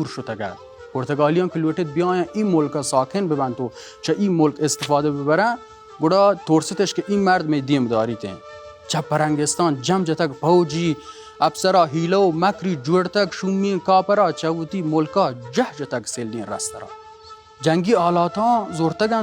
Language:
Baluchi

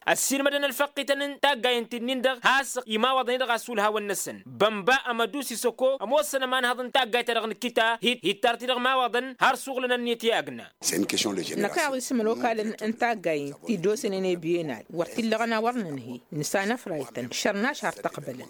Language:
Tamasheq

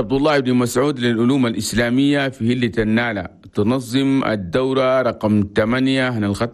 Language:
Chadian Arabic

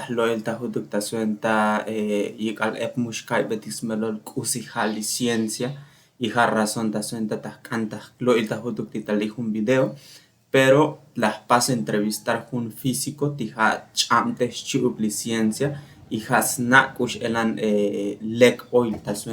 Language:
Tzotzil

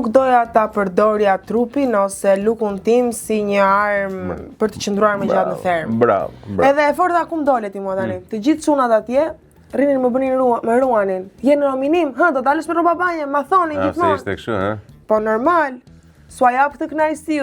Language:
Albanian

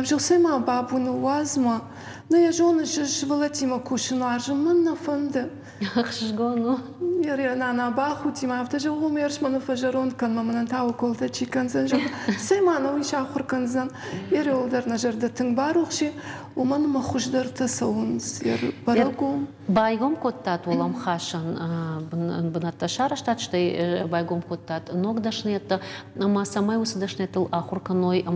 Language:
Ossetic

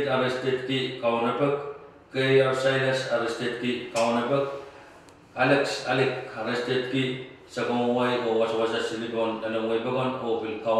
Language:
Pohnpeian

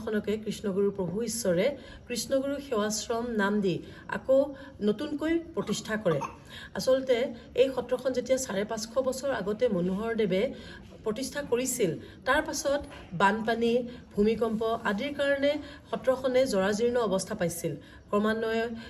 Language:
Assamese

